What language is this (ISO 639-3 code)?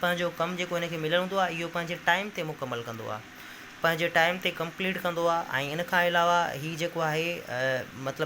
snd